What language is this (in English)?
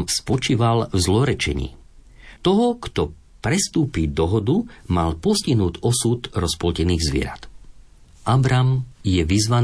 Slovak